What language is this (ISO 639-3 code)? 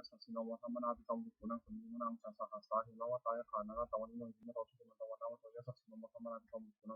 pli